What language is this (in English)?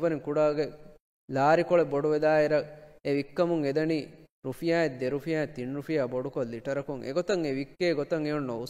Divehi